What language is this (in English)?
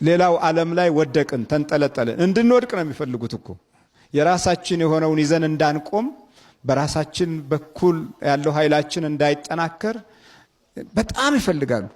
Amharic